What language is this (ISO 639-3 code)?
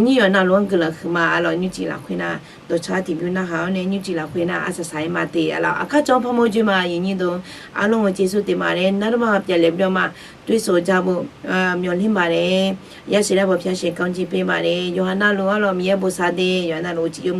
ahk